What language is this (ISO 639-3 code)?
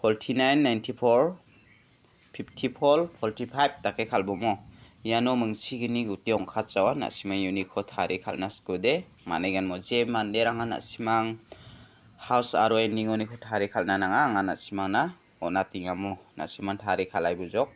grt